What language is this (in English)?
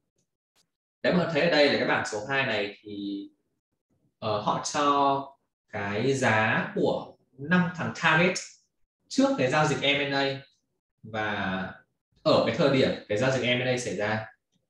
Vietnamese